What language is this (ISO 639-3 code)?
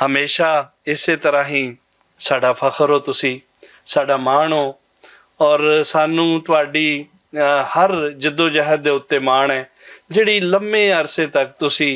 lah